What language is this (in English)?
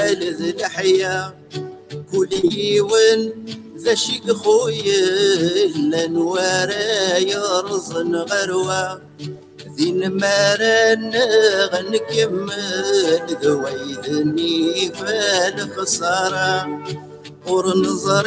Kabyle